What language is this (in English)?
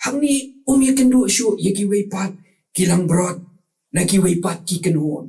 Khasi